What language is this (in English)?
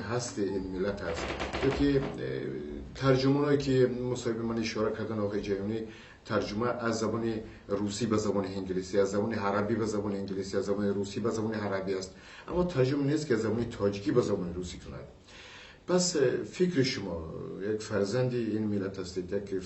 Persian